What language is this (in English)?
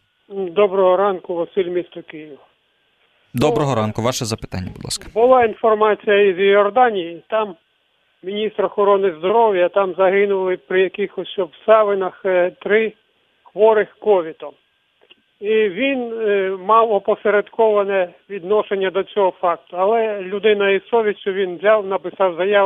Ukrainian